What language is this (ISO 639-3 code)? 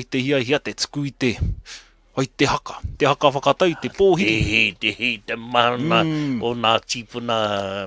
mri